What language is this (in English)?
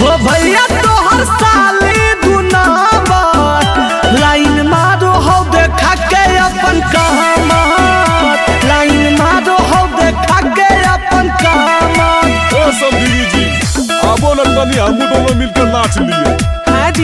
Magahi